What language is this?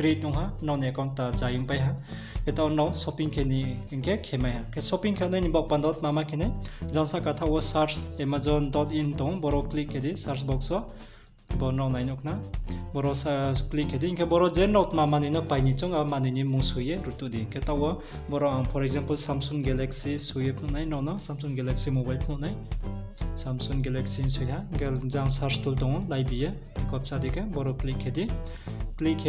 Riang (India)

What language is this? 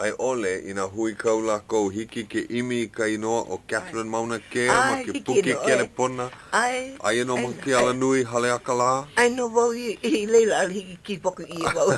Hawaiian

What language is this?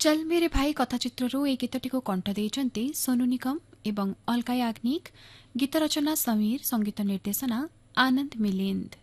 Odia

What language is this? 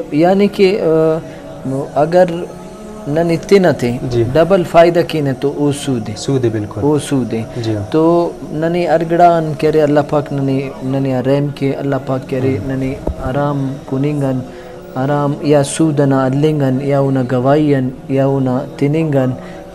Brahui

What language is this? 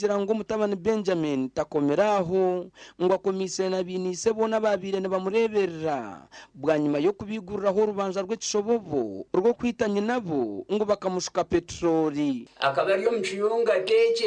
Nyankole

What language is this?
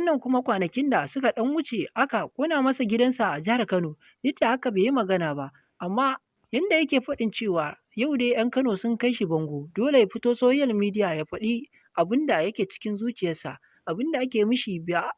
Hausa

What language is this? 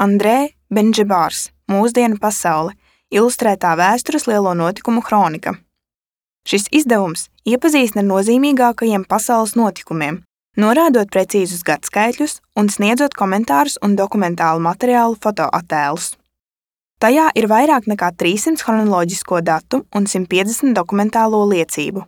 Latvian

